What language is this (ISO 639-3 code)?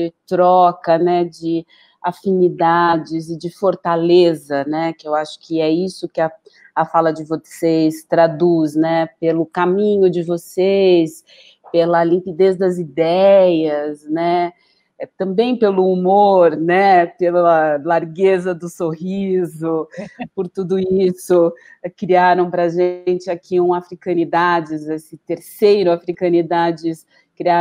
por